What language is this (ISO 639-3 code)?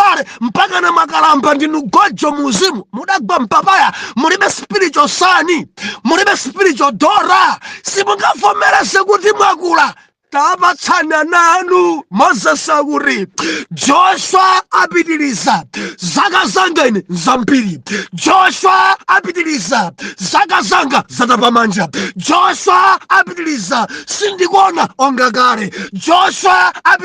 nya